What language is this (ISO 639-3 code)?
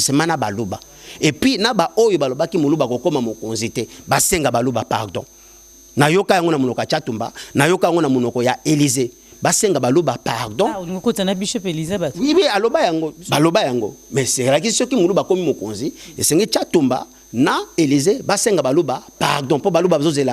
lin